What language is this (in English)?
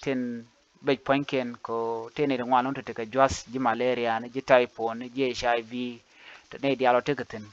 Nuer